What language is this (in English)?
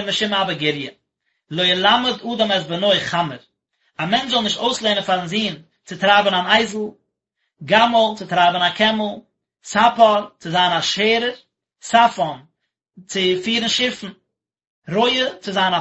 Yiddish